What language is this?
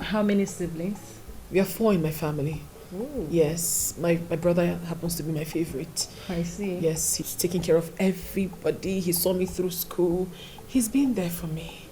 Nigerian Pidgin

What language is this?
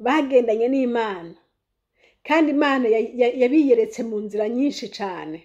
Rundi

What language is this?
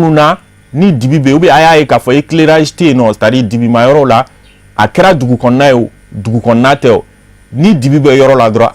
Bambara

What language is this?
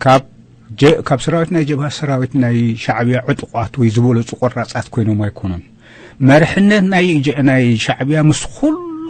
Tigrinya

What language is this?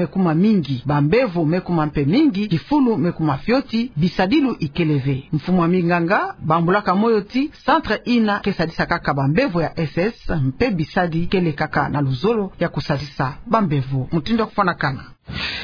Kituba (Democratic Republic of Congo)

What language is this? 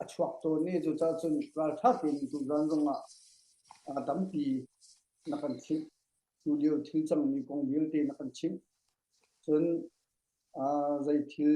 Hakha Chin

